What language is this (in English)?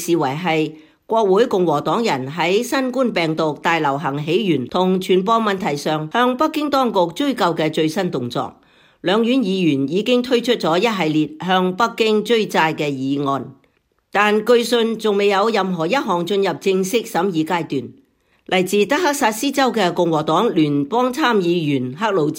Cantonese